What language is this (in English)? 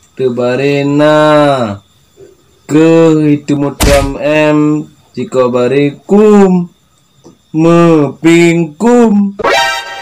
Achinese